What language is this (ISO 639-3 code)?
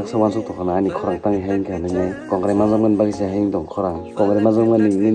trp